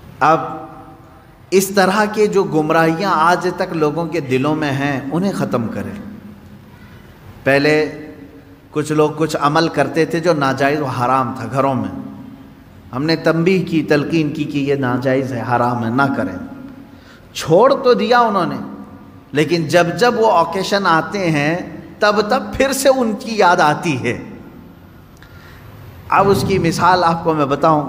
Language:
Urdu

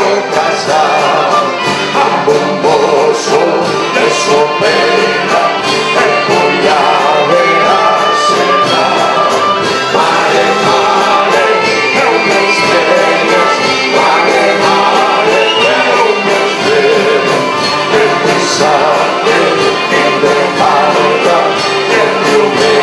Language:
Catalan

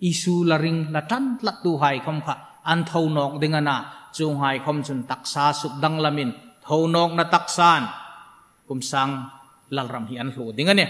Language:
Hmar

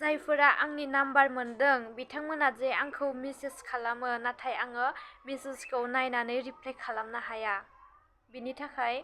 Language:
Bodo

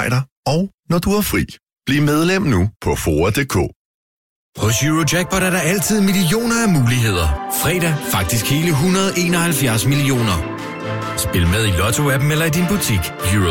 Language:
Danish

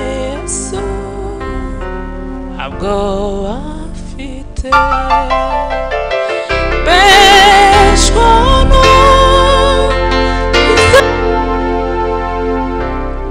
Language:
Kinyarwanda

